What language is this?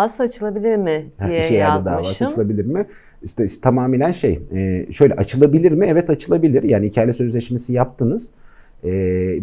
Turkish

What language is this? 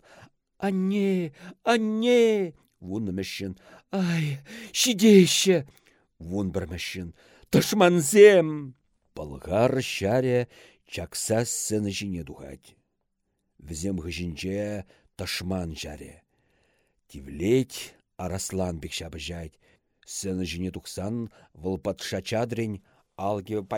Chuvash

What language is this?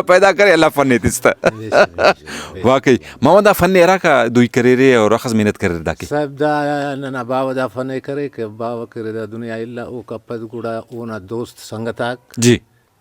Brahui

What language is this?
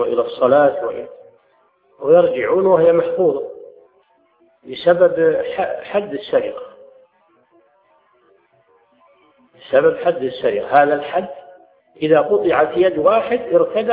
Arabic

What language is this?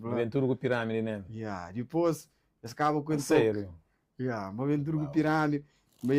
Kabuverdianu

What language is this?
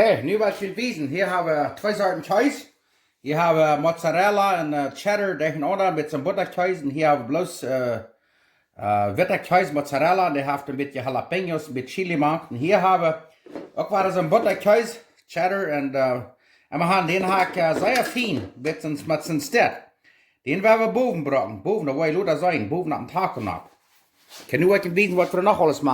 Plautdietsch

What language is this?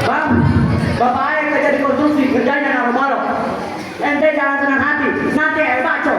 Betawi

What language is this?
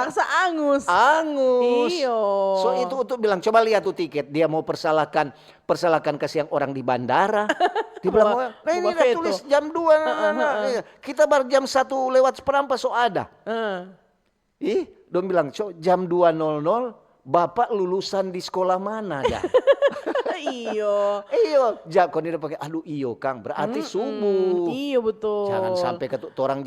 Manado Malay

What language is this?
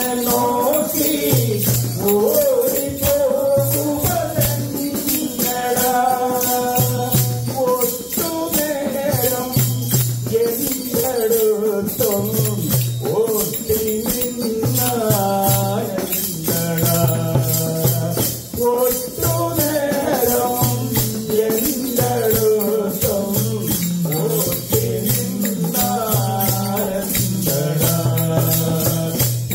Malayalam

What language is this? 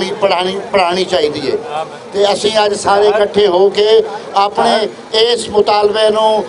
Western Panjabi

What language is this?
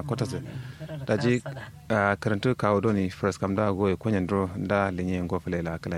Kanuri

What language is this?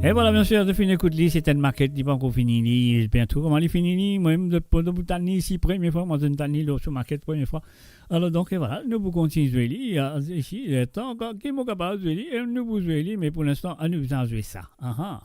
Morisyen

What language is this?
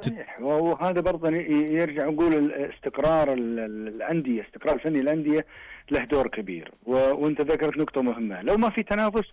Najdi Arabic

